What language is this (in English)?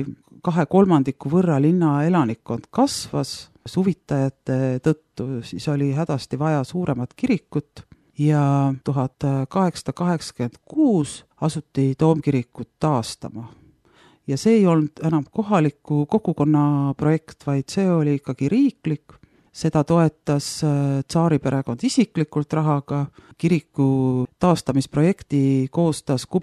Estonian